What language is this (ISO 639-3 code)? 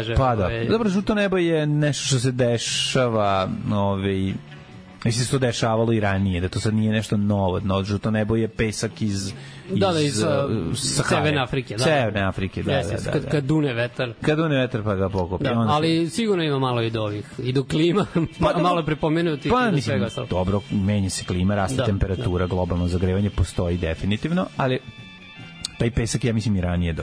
srp